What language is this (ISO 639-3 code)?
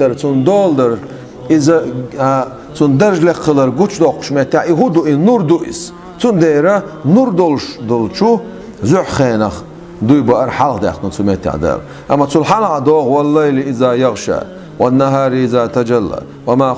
che